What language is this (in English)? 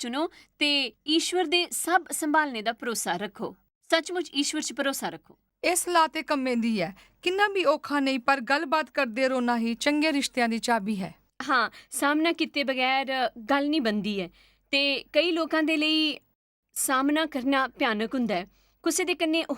Dogri